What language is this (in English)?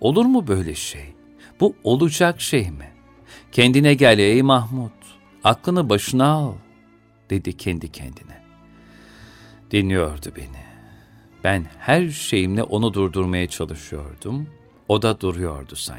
Turkish